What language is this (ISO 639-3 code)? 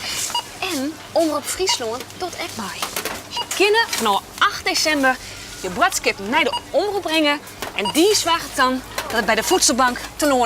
fry